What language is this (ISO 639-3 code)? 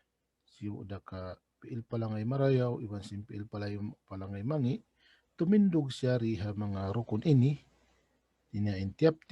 tsg